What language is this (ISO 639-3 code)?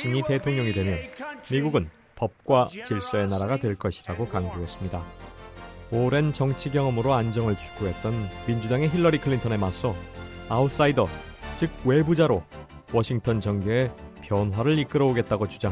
kor